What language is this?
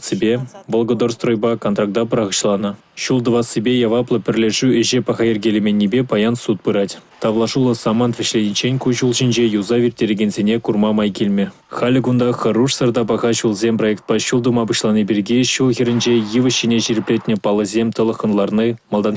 Chuvash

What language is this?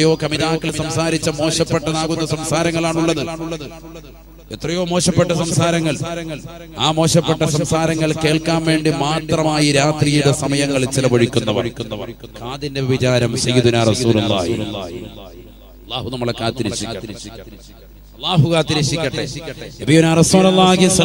Malayalam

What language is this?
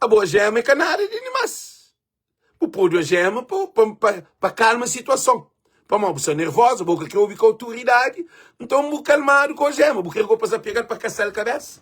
Kabuverdianu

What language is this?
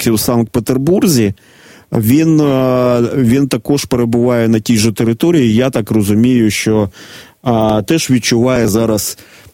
Ukrainian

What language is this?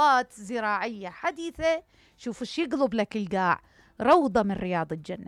Mesopotamian Arabic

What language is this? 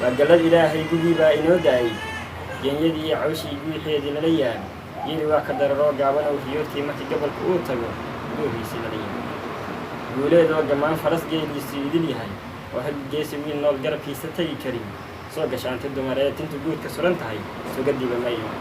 Somali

